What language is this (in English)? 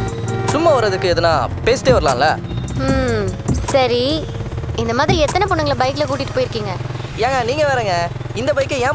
Tamil